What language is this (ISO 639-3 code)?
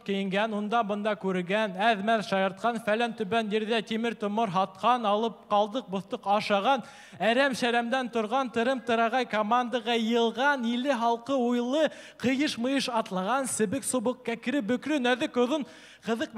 bak